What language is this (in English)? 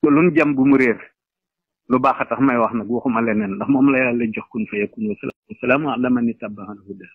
Wolof